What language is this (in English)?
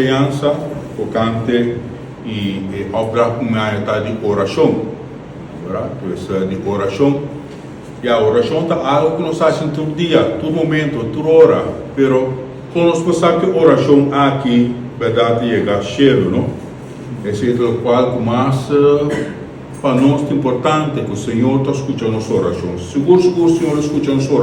Papiamento